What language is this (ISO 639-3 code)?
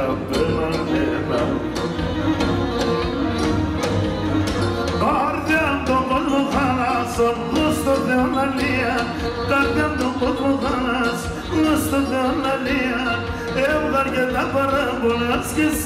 ell